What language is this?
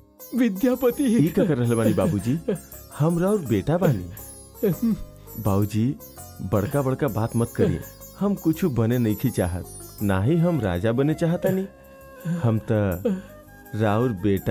Bhojpuri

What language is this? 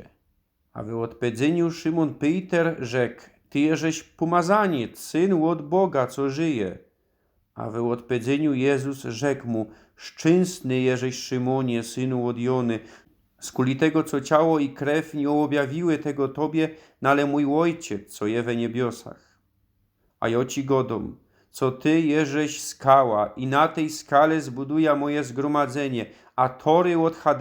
Silesian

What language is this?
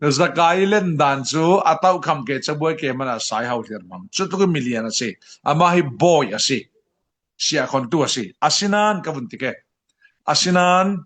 Falam Chin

